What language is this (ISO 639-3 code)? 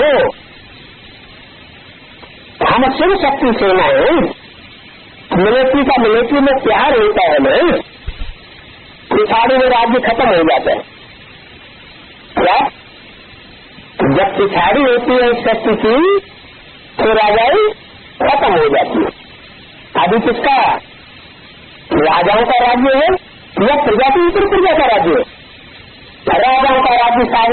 hin